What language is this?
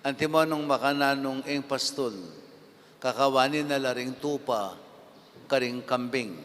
Pampanga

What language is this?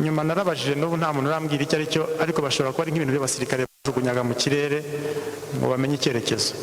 Kinyarwanda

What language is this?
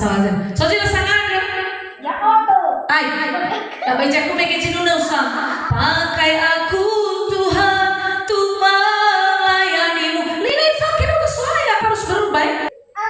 Nias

